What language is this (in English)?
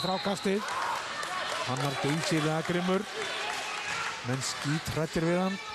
Icelandic